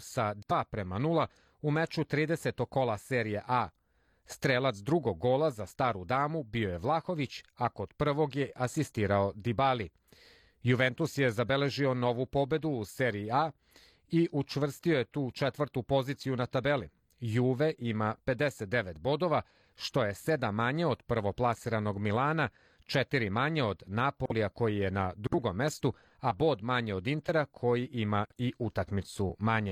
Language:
Serbian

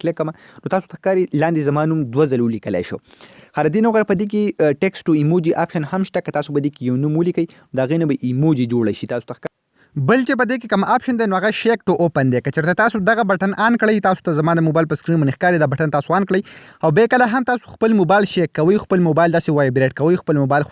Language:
Pashto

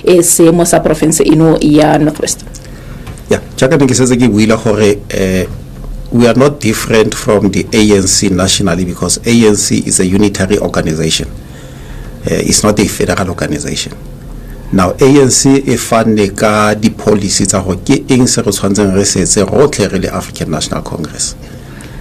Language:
Tswana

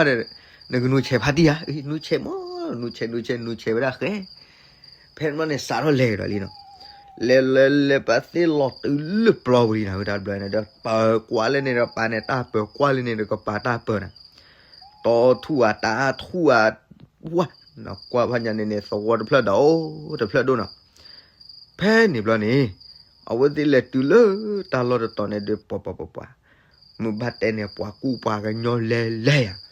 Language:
S'gaw Karen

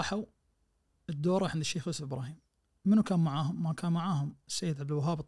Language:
Najdi Arabic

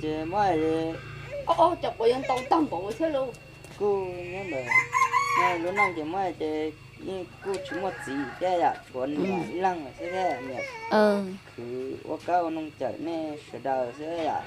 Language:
Hmong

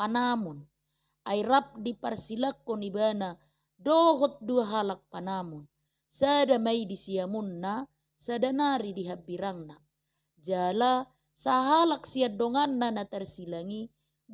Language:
Batak Toba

